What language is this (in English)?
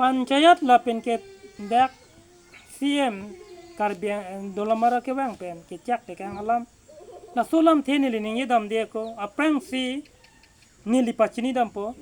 Karbi